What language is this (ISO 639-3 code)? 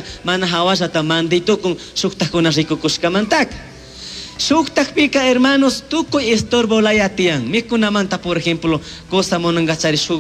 qug